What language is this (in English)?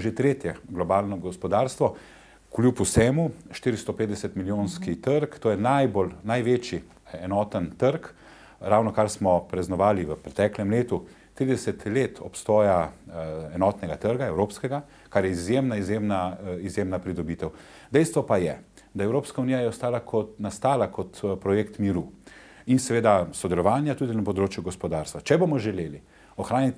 Slovenian